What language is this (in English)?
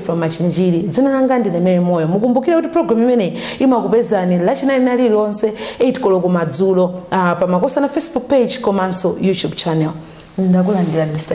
Nyanja